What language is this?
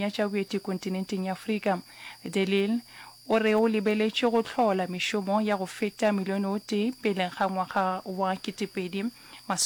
Northern Sotho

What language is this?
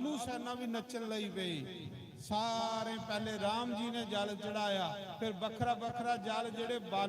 Dogri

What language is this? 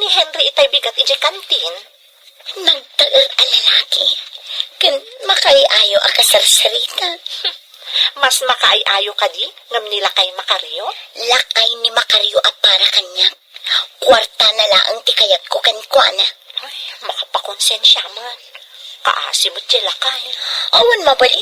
Iloko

